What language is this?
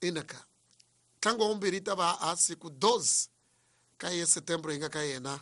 Tsonga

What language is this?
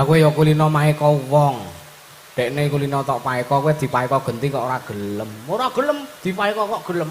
Javanese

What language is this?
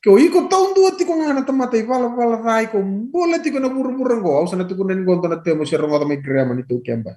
Fijian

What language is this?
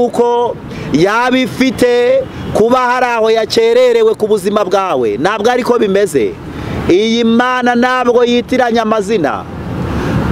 Kinyarwanda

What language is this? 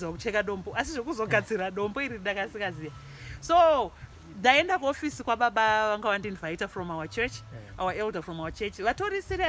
Shona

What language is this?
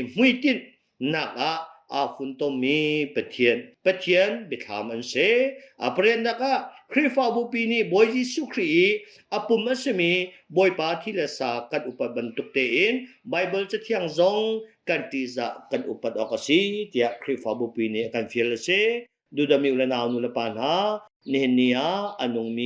Hakha Chin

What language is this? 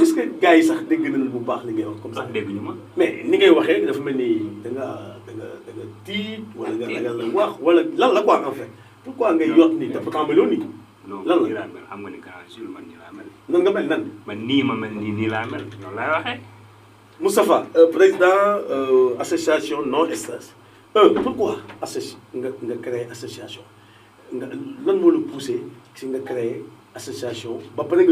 Wolof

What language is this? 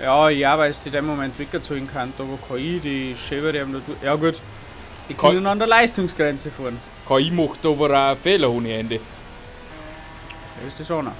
Bavarian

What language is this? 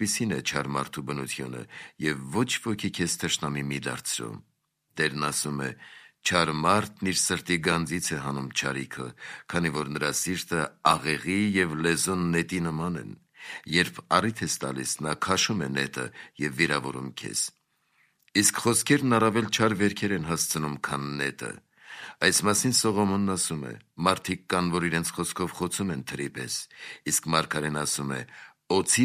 Armenian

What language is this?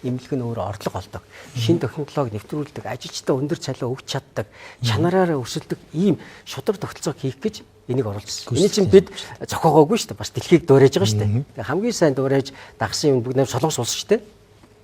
Mongolian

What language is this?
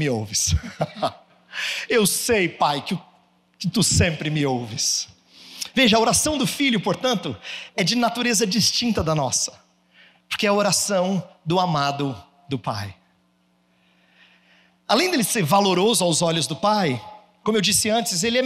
Portuguese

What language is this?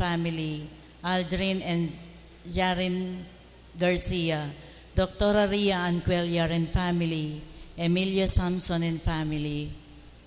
Pampanga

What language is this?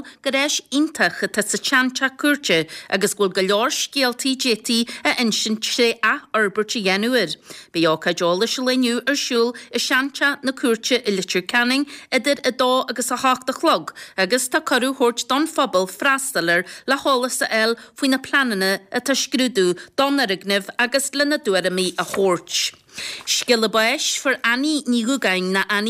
Irish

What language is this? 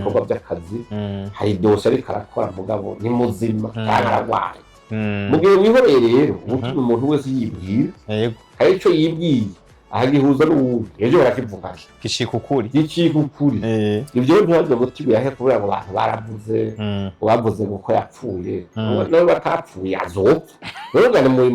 Rundi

